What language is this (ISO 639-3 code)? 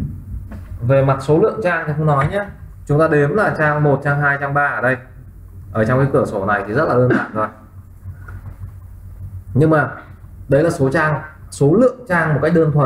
vie